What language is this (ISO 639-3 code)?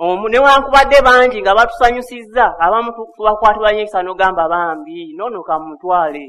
lug